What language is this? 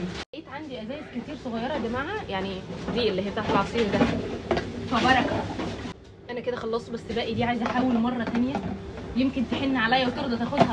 Egyptian Arabic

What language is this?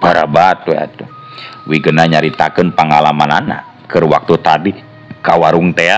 Sundanese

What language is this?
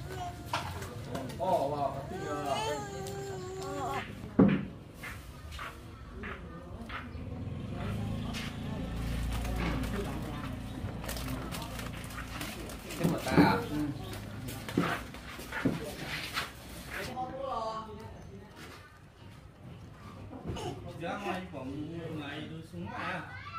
Vietnamese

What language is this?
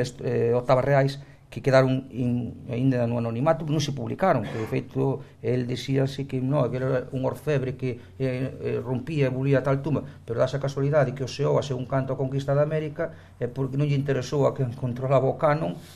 Galician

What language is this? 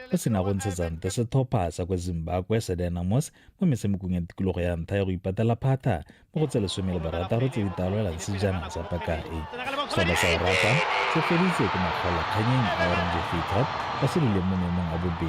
Tswana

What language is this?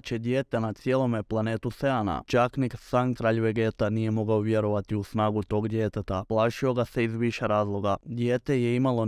Croatian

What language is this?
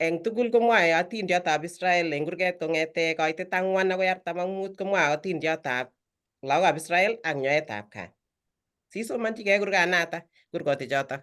Kalenjin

